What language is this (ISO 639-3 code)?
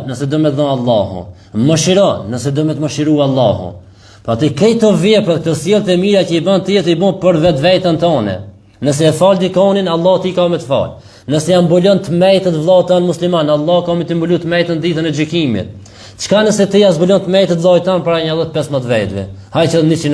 sqi